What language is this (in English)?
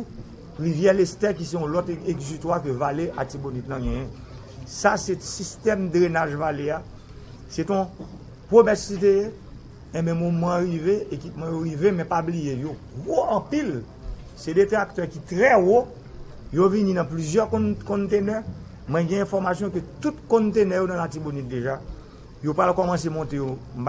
Haitian Creole